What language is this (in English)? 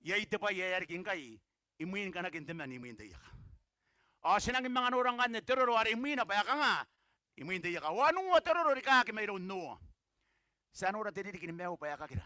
Gilbertese